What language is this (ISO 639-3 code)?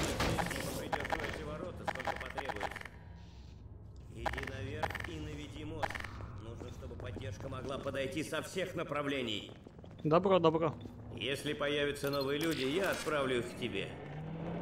rus